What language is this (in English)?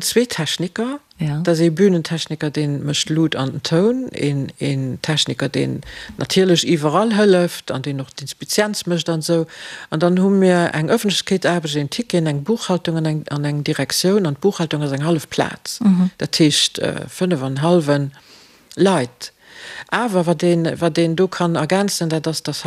Luxembourgish